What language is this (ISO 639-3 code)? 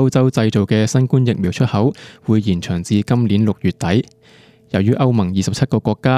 yue